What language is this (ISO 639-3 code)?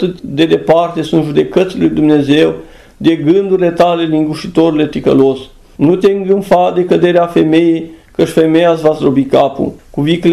ron